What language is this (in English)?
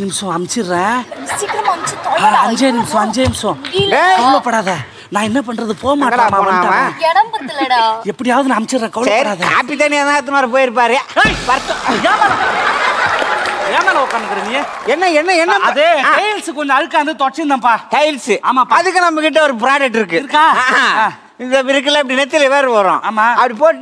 Tamil